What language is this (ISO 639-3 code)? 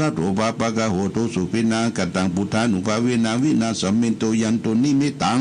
pli